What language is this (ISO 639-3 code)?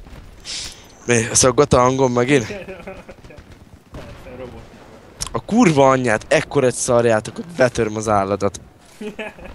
hun